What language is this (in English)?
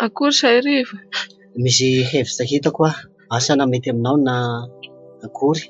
Malagasy